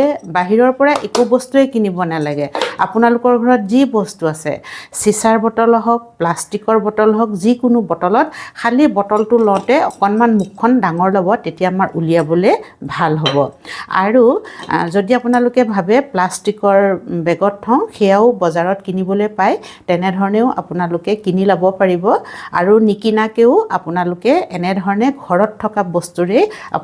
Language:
Assamese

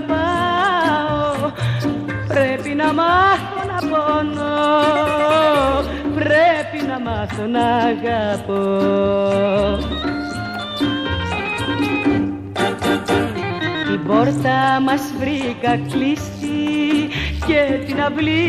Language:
Greek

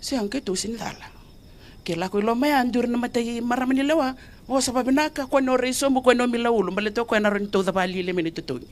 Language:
Fijian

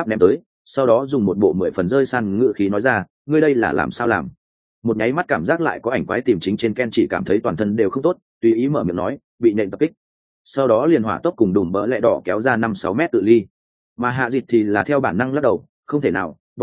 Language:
Vietnamese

